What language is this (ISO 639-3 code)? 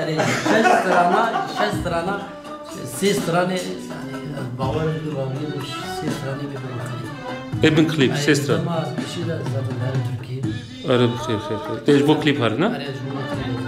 kur